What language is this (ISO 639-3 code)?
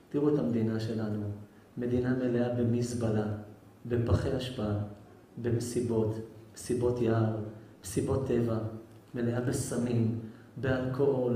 heb